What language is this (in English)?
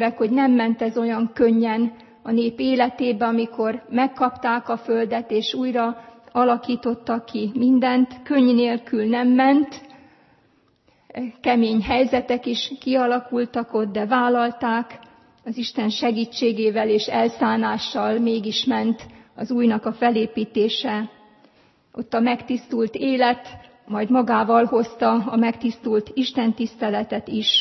Hungarian